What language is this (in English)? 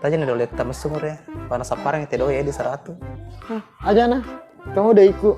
Buginese